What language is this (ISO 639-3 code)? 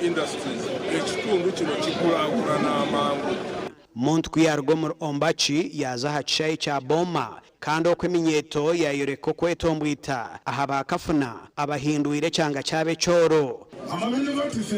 nyn